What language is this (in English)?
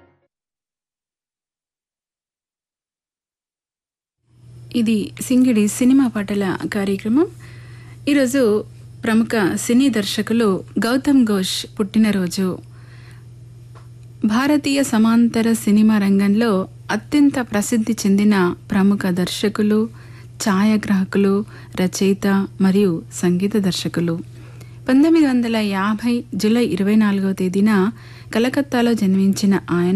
Telugu